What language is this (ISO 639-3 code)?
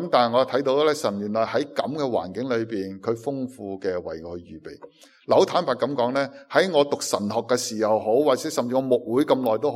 yue